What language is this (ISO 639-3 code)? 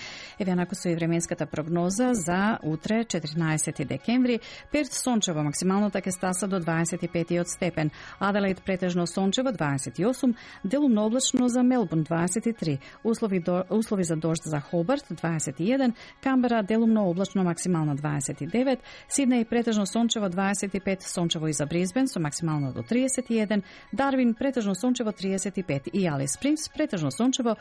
mkd